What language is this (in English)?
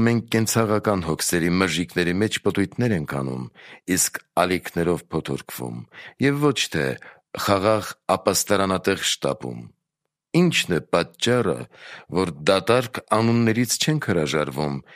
Armenian